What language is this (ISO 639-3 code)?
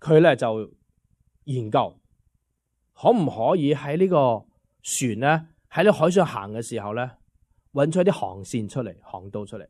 yue